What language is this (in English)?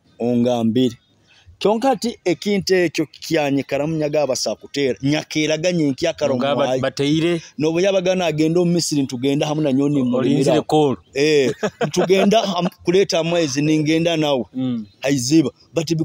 Nyoro